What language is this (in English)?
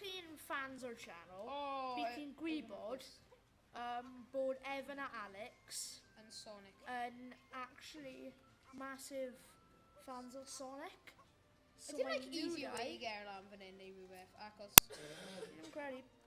Welsh